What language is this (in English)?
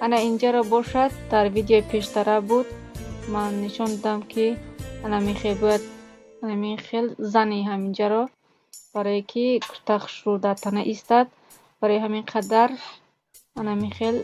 Tajik